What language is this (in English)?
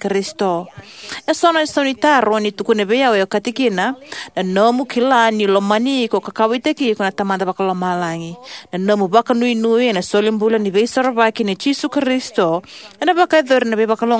Fijian